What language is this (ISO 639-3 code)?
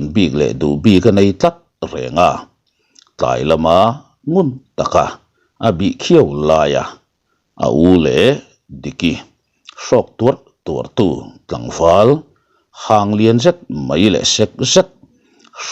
lus